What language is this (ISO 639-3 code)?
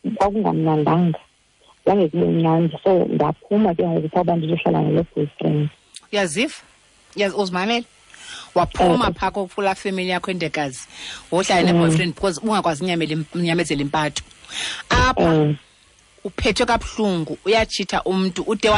xho